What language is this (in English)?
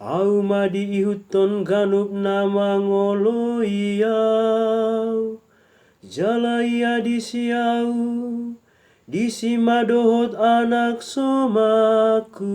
Batak Toba